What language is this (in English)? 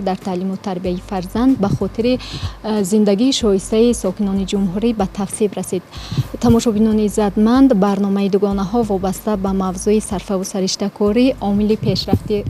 Tajik